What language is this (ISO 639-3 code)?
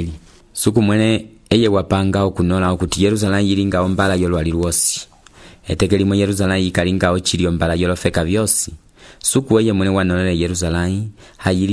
umb